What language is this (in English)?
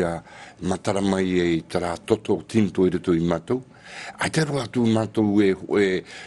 Tahitian